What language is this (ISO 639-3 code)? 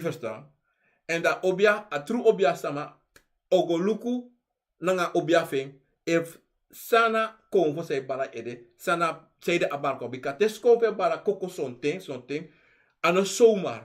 srn